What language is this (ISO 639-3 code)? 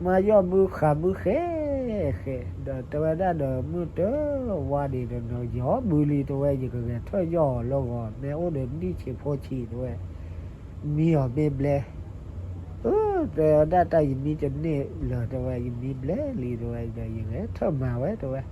ksw